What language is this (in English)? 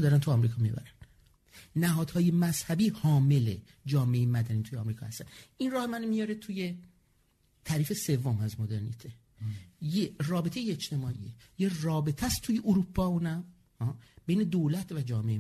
Persian